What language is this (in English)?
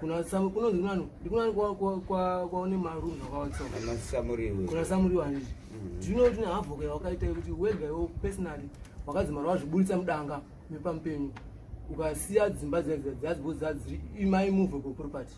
Shona